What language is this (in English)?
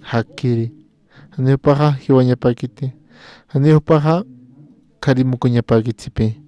Aymara